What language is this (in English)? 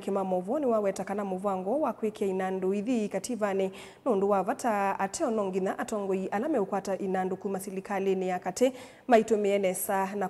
Kamba